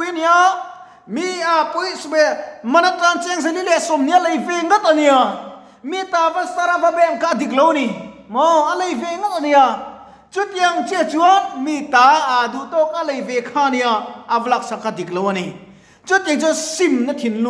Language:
Mizo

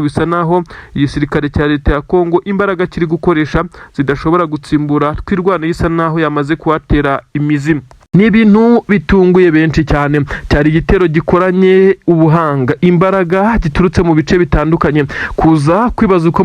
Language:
Kinyarwanda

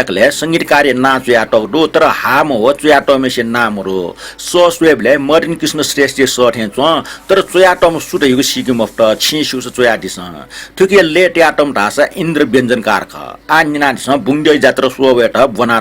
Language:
Newari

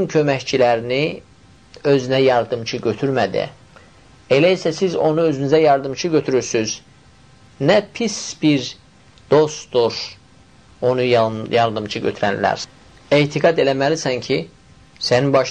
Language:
Azerbaijani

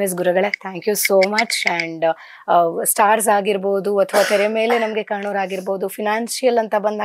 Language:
Kannada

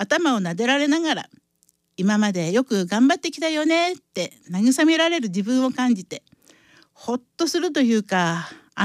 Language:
Japanese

